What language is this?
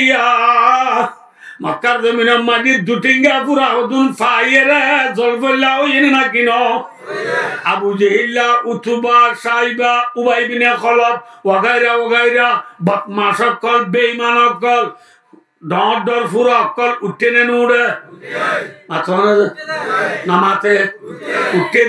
Rohingya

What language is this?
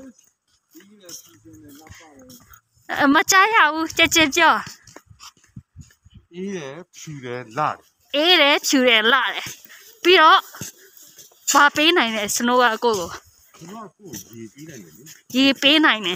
Burmese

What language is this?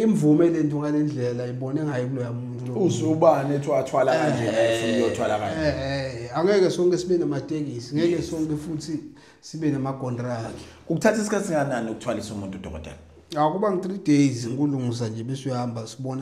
Zulu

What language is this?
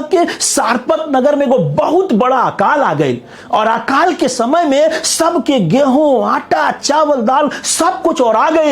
Bhojpuri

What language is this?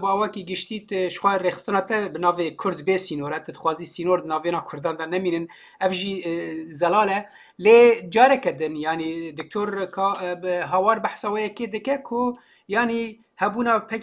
Kurdish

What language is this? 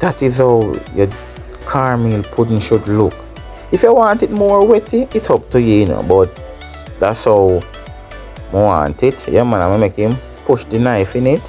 Jamaican Creole English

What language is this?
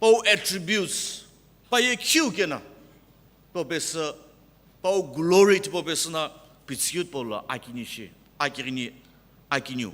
Sumi Naga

